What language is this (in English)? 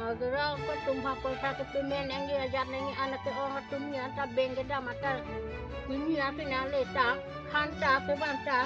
Karbi